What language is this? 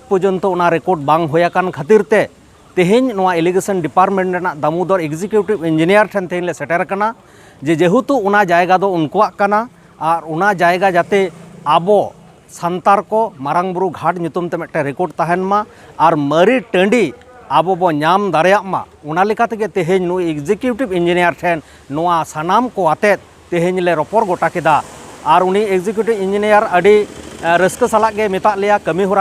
Santali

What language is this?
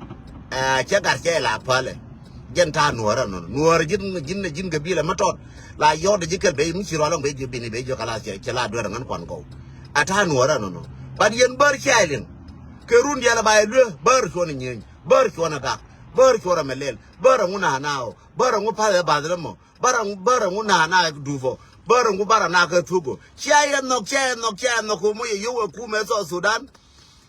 Nuer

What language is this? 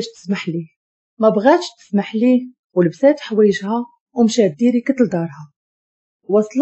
Moroccan Arabic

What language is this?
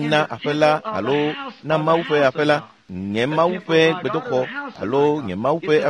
Ewe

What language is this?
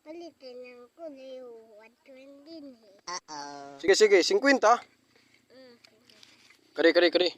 Waray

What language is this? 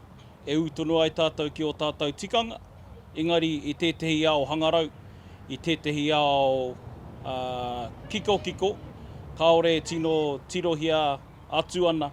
Māori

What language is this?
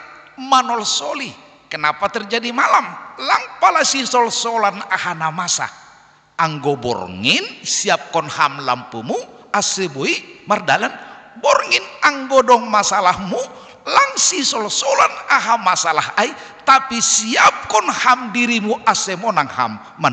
Batak Simalungun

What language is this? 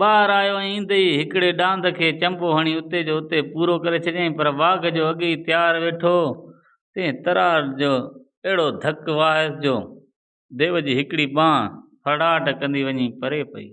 Sindhi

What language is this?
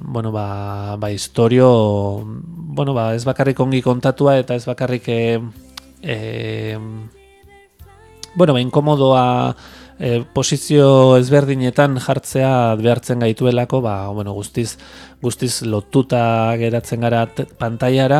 Basque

